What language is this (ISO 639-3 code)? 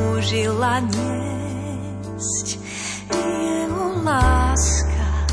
slk